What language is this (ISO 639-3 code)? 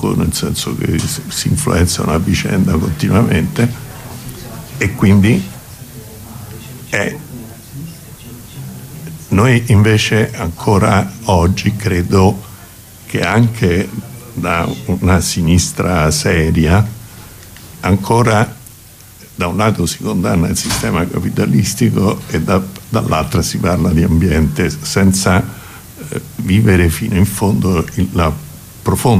ita